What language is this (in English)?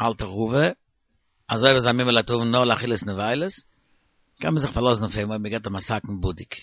Yiddish